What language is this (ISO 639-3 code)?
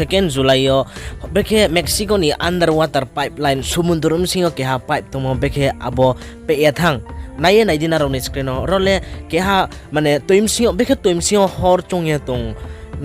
ria